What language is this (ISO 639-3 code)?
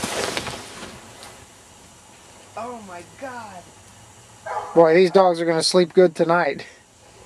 eng